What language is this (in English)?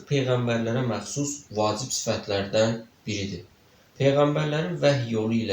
Azerbaijani